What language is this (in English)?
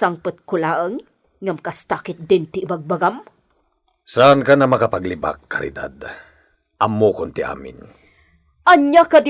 Iloko